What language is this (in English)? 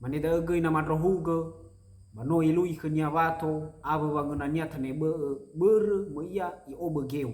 Nias